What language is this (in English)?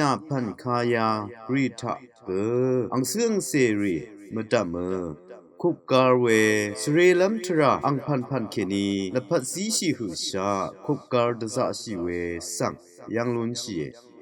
Rawang